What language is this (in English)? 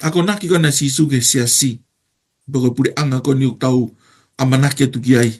Tongan